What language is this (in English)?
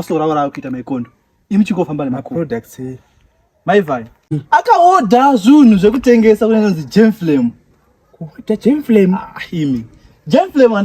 Shona